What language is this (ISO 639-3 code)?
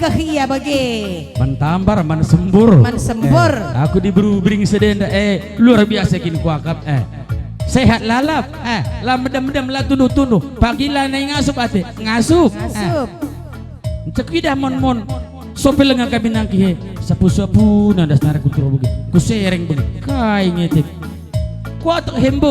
btx